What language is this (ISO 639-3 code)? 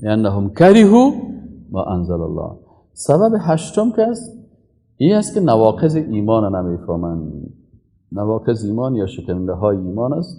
fas